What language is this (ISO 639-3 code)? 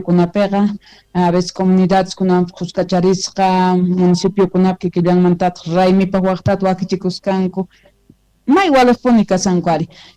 quh